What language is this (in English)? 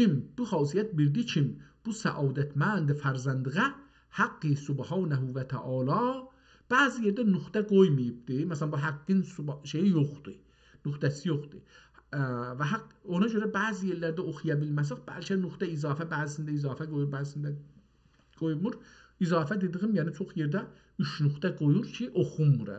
South Azerbaijani